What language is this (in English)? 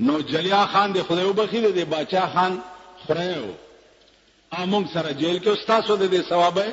Pashto